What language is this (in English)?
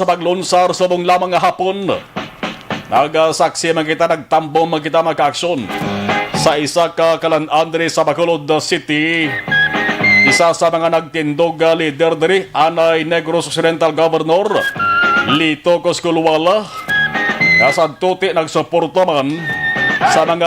Hiligaynon